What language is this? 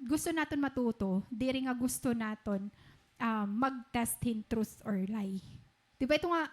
Waray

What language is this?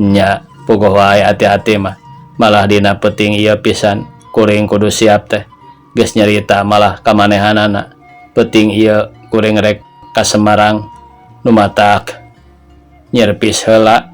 Sundanese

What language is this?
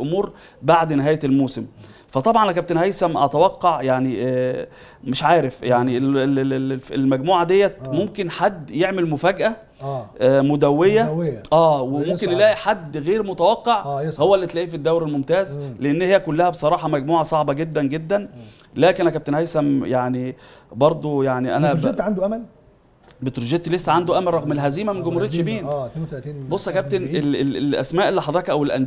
Egyptian Arabic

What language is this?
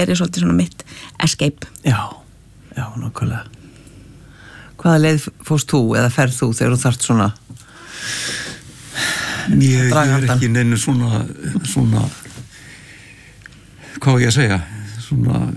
Icelandic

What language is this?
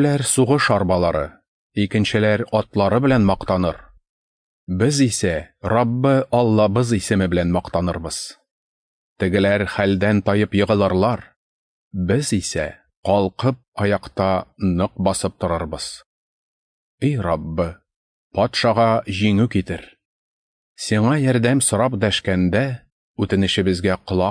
Tatar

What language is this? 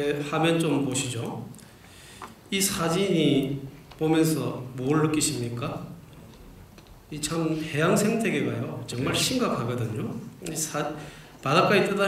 Korean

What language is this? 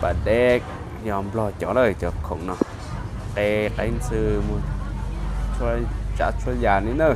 Hmong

